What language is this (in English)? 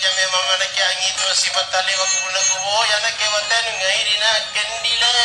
Makasar